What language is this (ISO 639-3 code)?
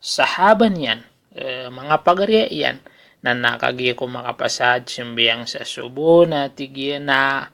mrw